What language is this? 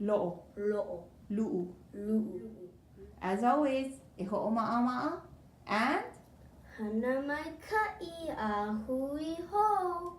Hawaiian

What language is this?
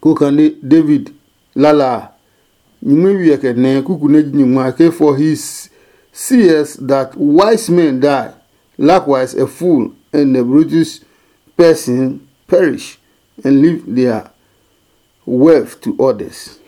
Adangme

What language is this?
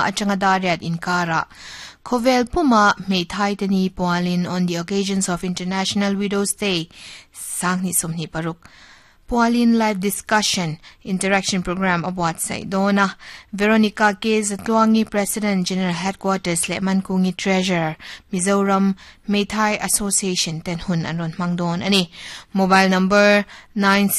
Mizo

